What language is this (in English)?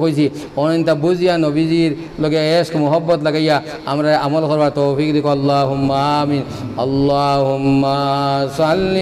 Sylheti